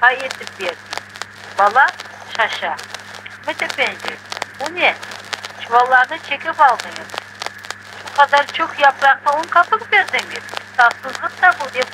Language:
Crimean Tatar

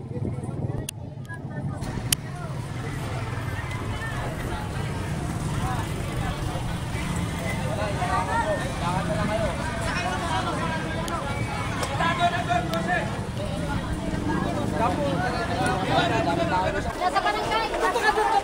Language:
Filipino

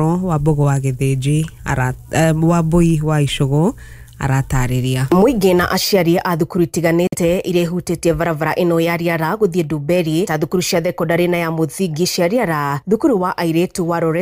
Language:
Kikuyu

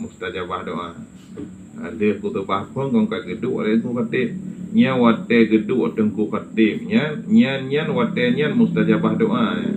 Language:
Achinese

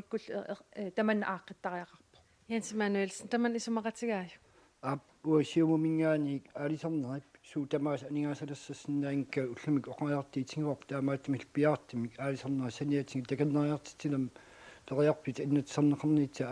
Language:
Kalaallisut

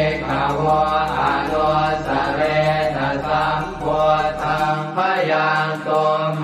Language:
Pali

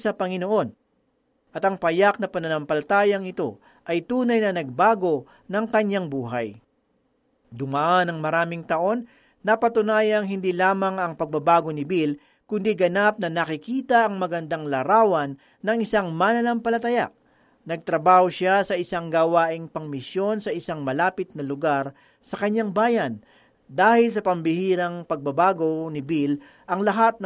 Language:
Filipino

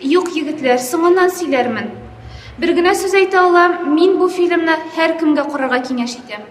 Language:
Tatar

